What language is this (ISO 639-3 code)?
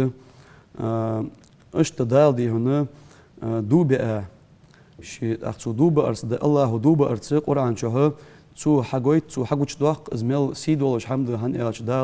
inh